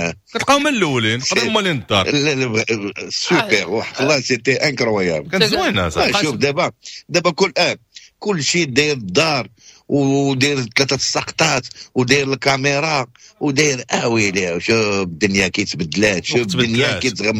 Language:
Moroccan Arabic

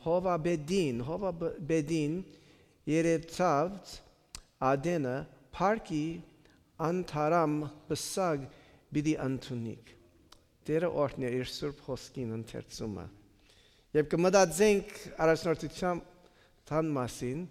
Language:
Western Armenian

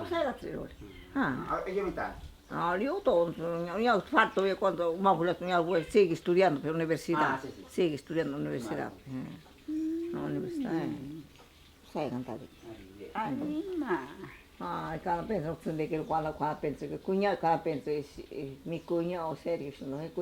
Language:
Ashéninka Perené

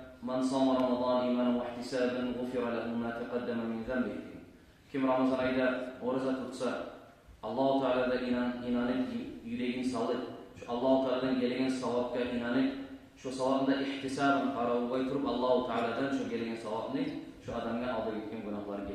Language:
Kumyk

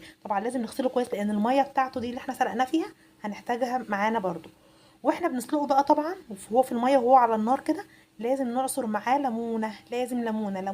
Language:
Egyptian Arabic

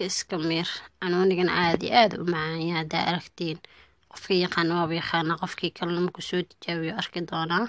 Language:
Somali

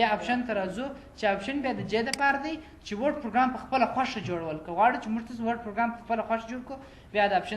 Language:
Pashto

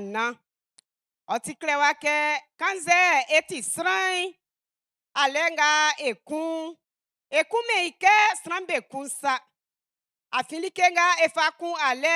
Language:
Baoulé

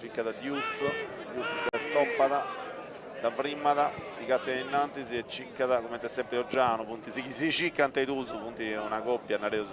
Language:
Sardinian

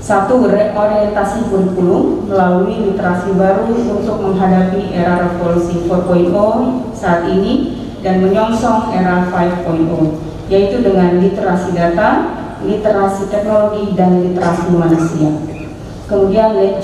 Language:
Indonesian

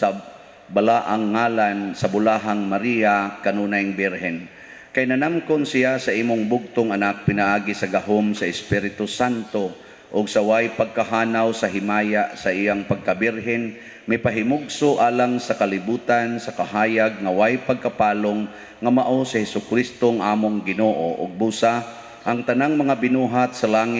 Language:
Cebuano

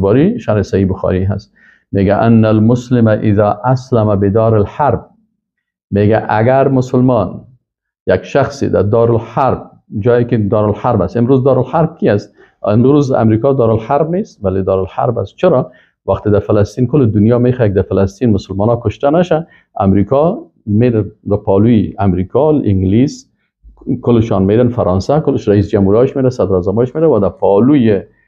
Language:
Persian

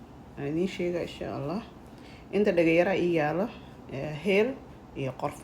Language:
Somali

